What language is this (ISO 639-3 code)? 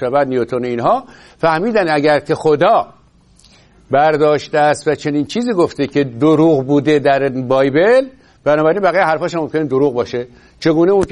fas